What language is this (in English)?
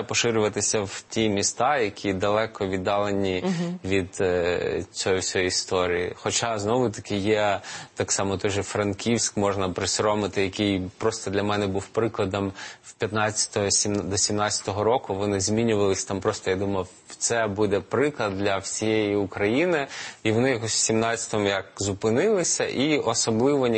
Ukrainian